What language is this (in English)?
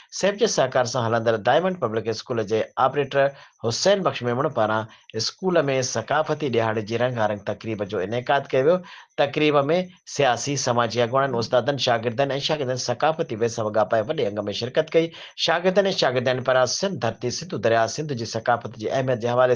Sindhi